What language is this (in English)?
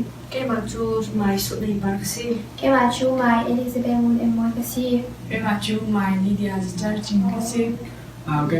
Falam Chin